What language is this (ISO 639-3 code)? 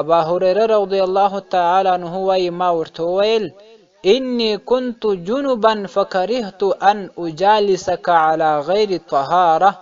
pus